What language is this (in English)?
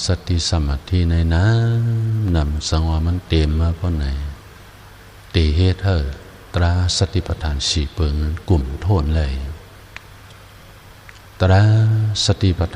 Shan